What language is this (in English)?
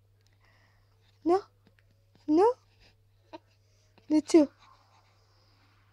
Czech